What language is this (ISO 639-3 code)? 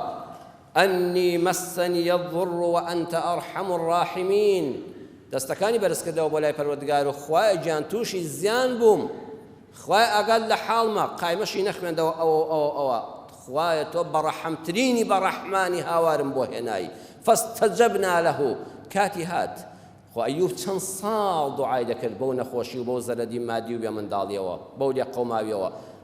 ckb